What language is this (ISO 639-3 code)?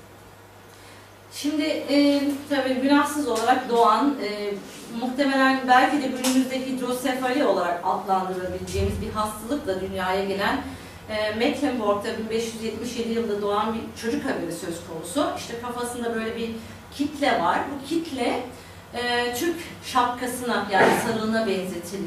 tur